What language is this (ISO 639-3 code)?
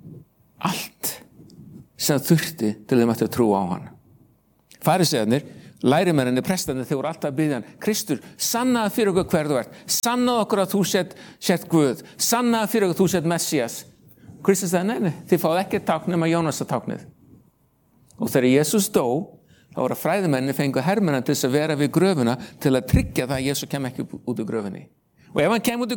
isl